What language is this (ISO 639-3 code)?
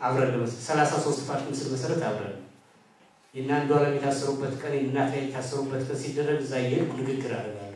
amh